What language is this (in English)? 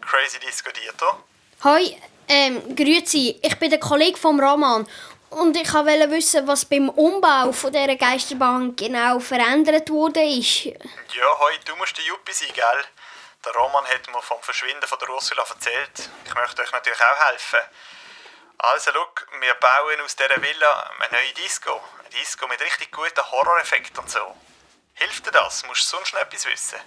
Swiss German